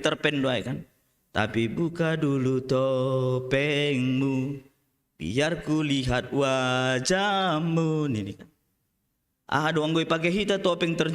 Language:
Batak Simalungun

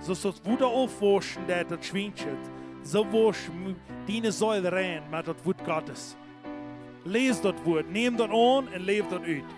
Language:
Plautdietsch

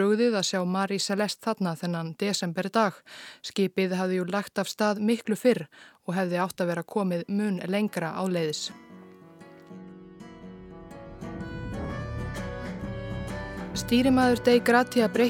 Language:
Icelandic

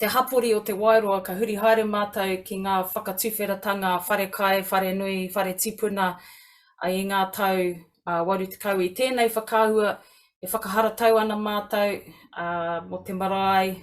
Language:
Māori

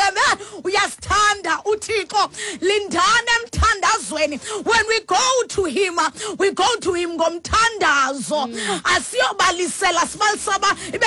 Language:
Xhosa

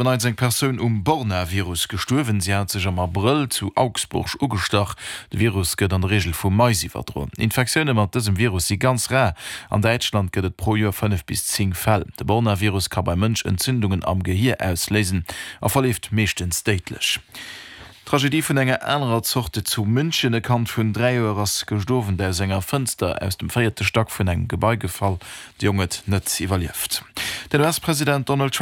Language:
Luxembourgish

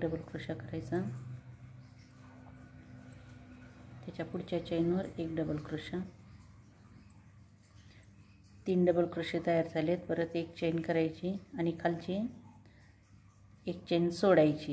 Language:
Marathi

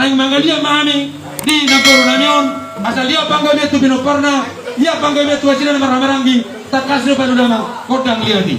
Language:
Batak Toba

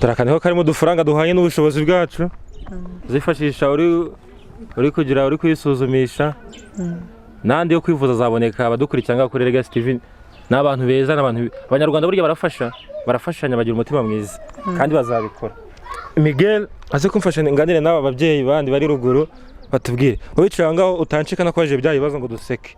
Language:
Kinyarwanda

